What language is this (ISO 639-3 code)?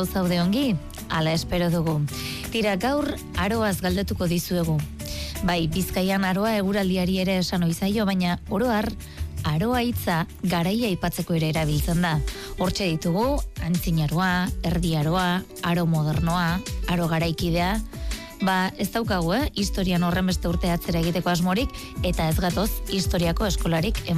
eus